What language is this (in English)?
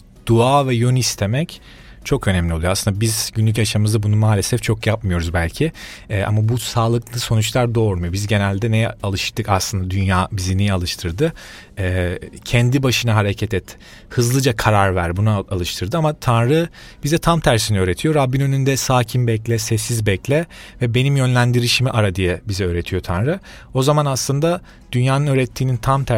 Turkish